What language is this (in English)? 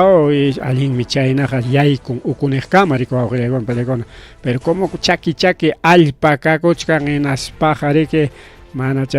Ayacucho Quechua